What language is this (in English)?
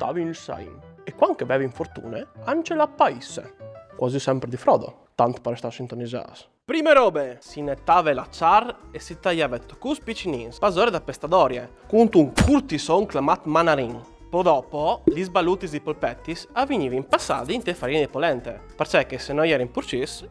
Friulian